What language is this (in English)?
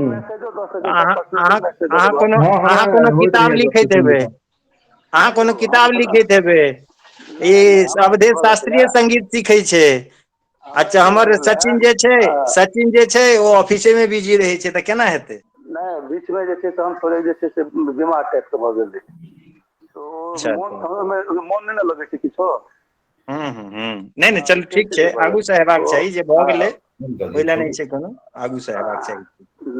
Maithili